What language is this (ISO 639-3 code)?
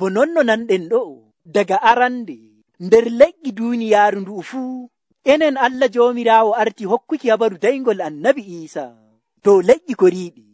fuv